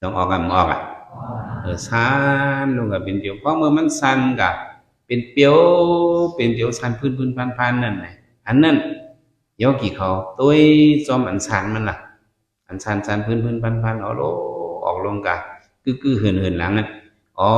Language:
Shan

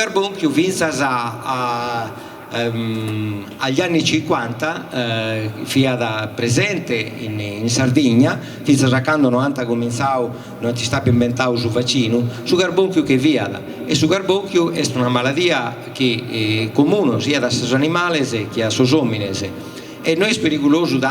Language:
Sardinian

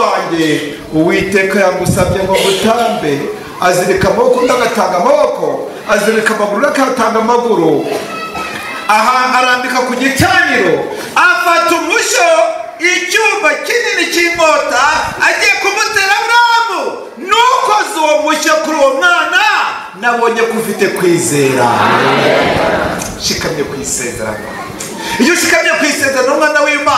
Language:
Kinyarwanda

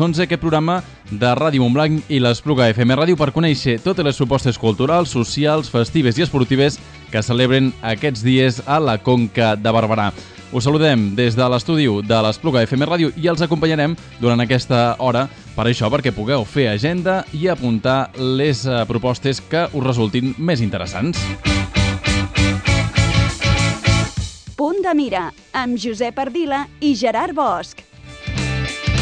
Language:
Catalan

